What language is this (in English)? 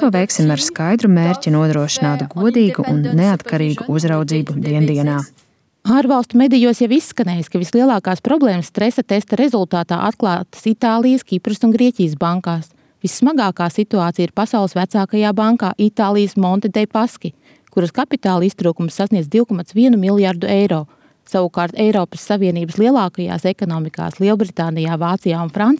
Latvian